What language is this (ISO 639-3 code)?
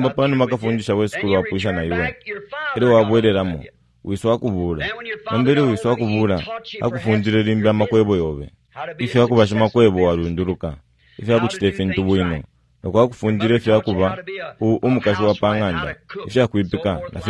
bem